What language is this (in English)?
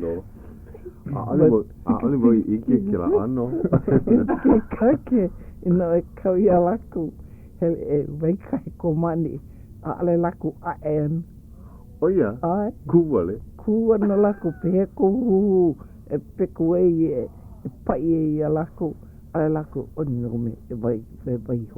Hawaiian